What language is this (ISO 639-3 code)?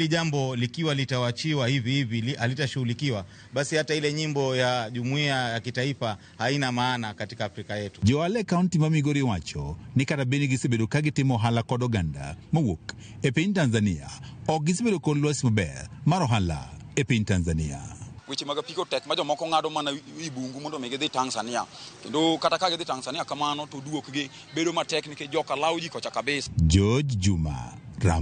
luo